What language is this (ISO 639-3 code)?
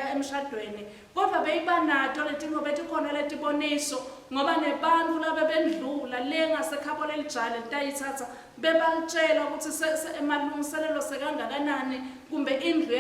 ssw